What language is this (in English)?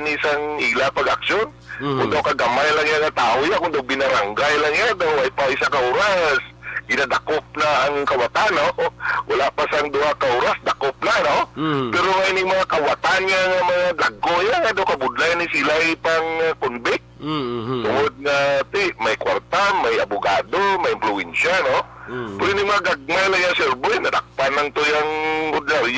Hiligaynon